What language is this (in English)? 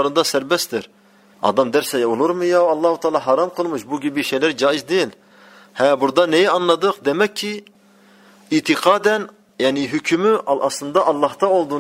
Turkish